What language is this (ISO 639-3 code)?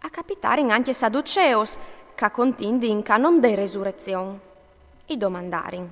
fur